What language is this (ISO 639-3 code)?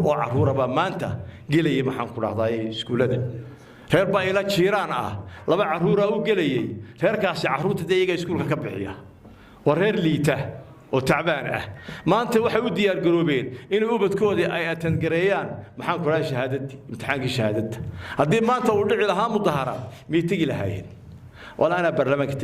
som